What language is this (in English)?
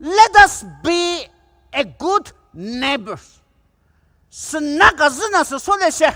Poumei Naga